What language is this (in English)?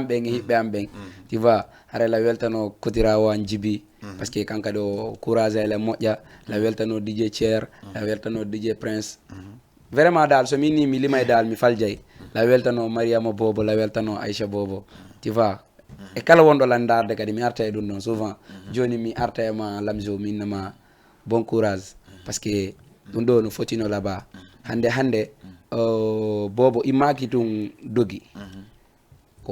Fula